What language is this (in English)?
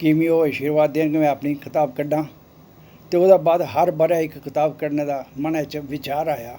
Dogri